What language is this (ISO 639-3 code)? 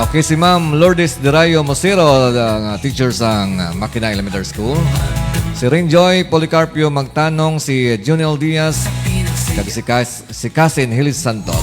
hil